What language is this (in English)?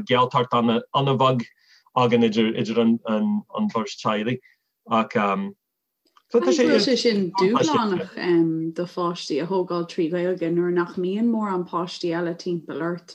Irish